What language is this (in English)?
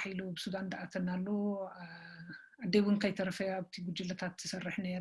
Tigrinya